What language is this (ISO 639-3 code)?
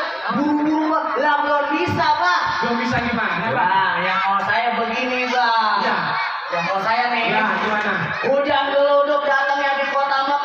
bew